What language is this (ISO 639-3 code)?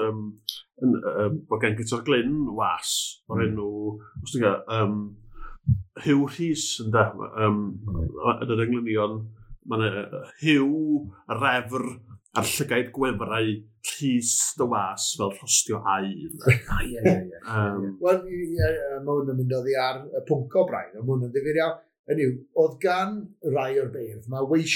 cym